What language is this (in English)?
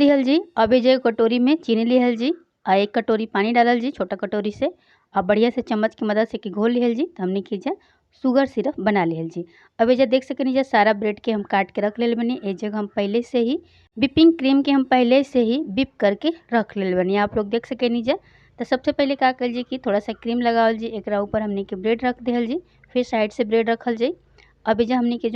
Bhojpuri